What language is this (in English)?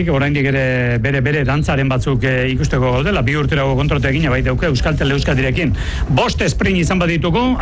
Basque